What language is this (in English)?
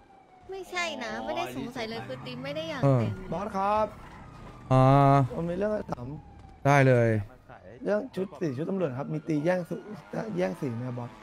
Thai